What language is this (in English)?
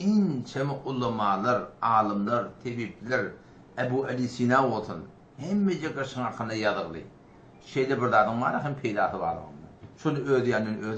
Turkmen